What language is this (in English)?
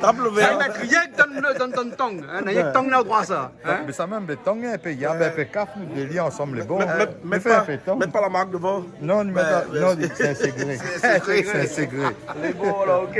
Réunion Creole French